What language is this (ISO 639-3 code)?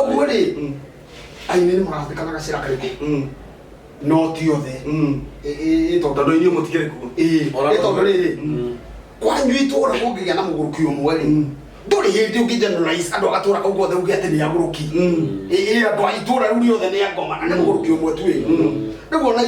kik